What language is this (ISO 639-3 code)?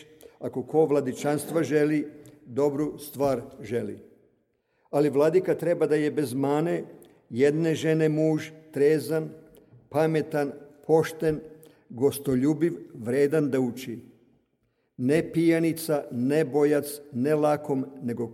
srp